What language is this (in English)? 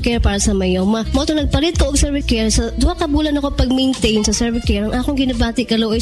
Cebuano